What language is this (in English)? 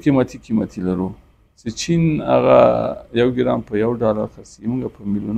Pashto